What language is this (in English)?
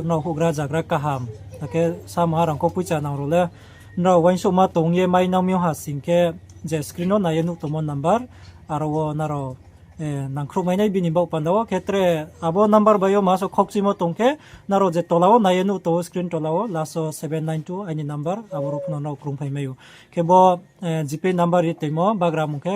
Riang (India)